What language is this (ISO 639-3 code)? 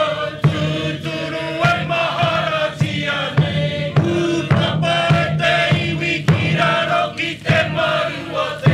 mri